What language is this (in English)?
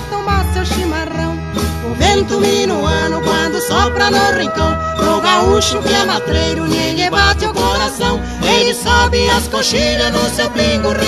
Portuguese